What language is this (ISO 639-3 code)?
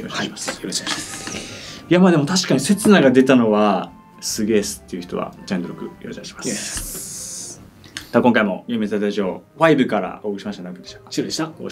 jpn